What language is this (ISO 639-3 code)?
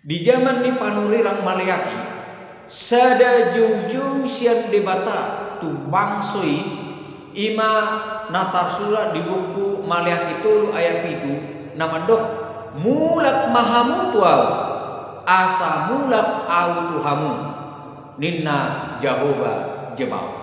bbc